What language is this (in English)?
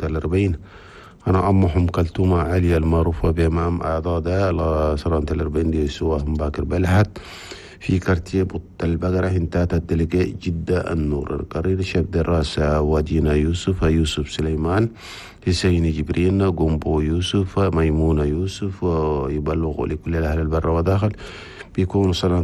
Chadian Arabic